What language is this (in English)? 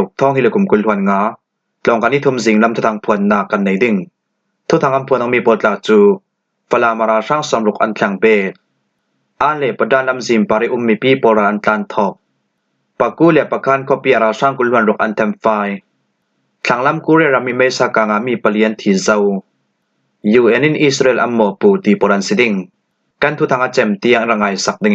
Falam Chin